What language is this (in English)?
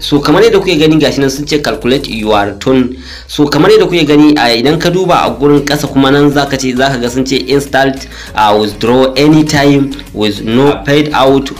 Hausa